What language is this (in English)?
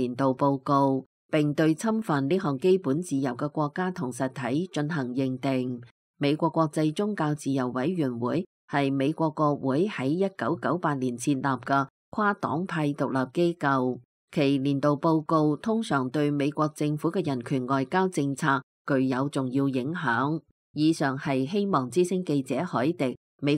Cantonese